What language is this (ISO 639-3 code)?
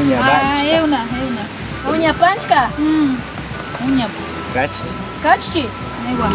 pbb